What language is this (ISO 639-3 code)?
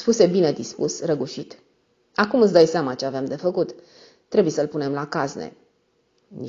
ron